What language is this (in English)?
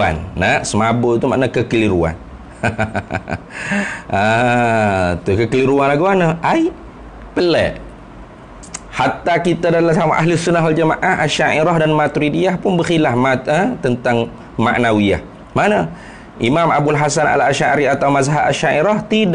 Malay